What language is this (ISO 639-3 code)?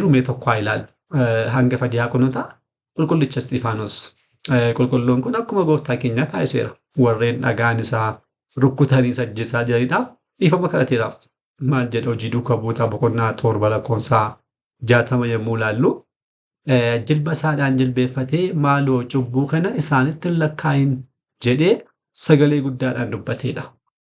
orm